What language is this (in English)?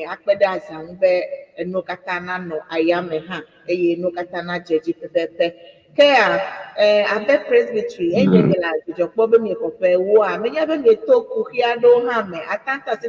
Ewe